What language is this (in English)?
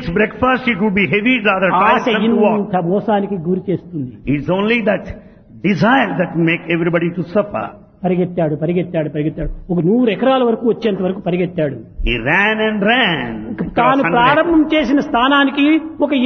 Telugu